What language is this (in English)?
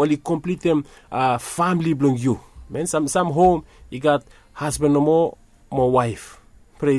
Bislama